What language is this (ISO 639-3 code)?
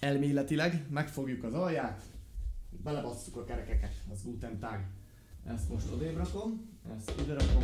hun